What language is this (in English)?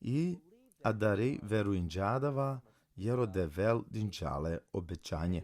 Balkan Romani